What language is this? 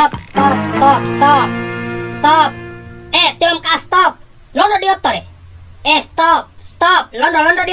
Bima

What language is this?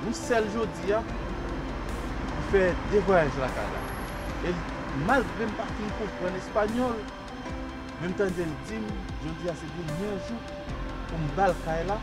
Haitian Creole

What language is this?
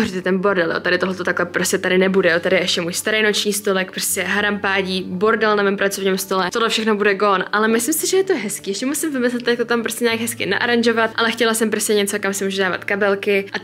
Czech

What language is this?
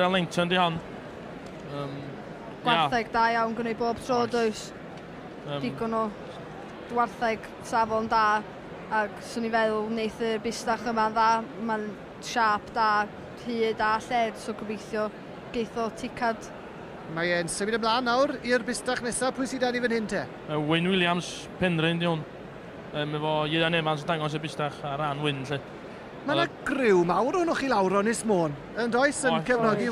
Welsh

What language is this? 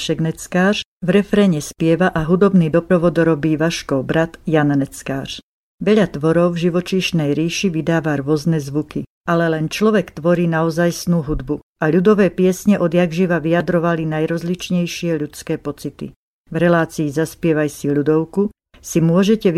Slovak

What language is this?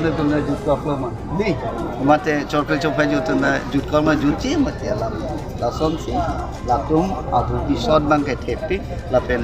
Karbi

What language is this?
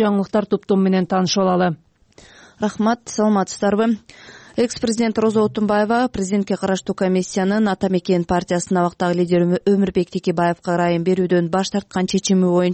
Kyrgyz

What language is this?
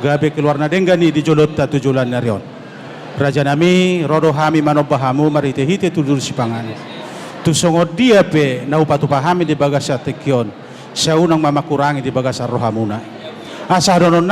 Batak Toba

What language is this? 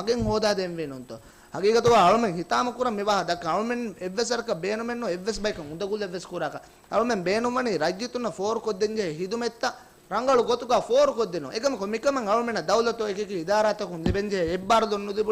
Divehi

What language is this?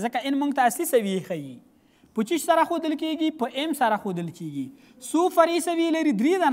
Pashto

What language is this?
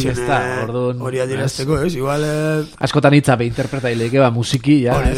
Basque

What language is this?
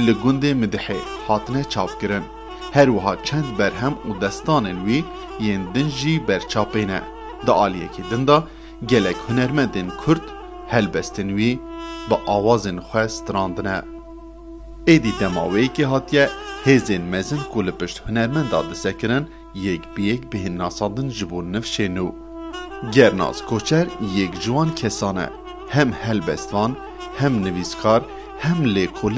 Kurdish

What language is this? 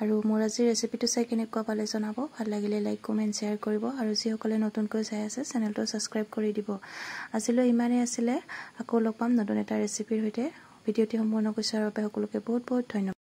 Assamese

